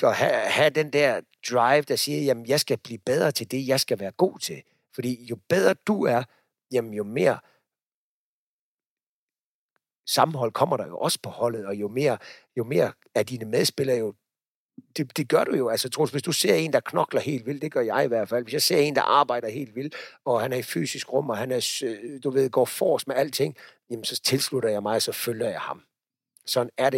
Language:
Danish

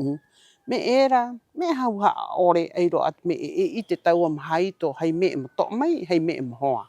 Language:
Rapanui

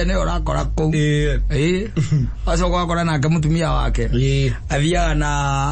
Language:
Kikuyu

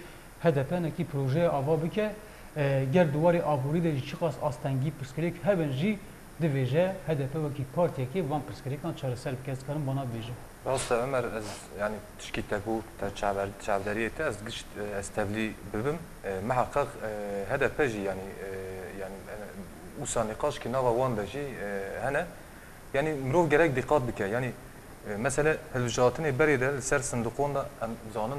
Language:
Kurdish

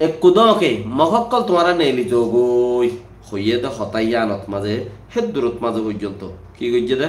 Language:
Rohingya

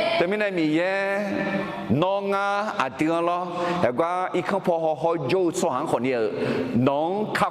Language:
Akha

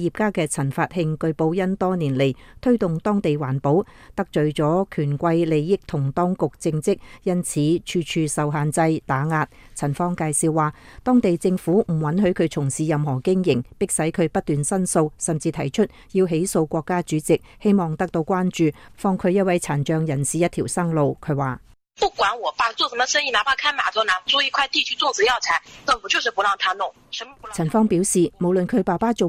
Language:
Cantonese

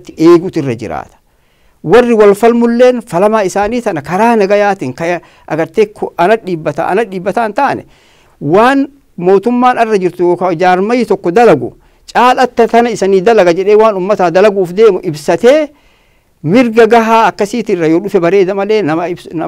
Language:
Oromo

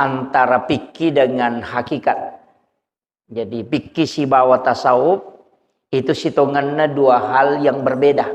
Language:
Buginese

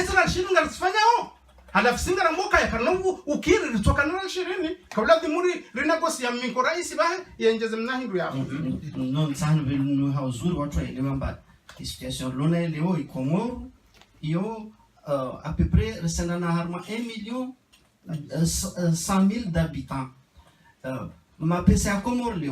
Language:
Ngazidja Comorian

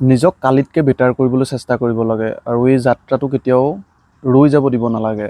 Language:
Assamese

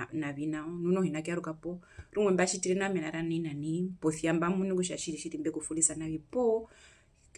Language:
Herero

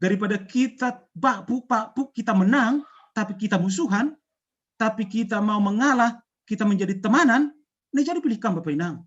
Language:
Batak Simalungun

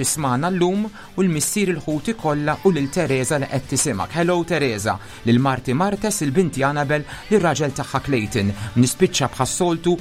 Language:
Maltese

